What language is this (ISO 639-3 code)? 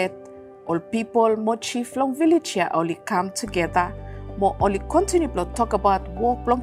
bis